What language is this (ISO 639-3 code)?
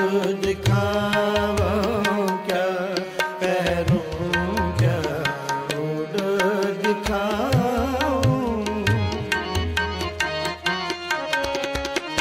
hin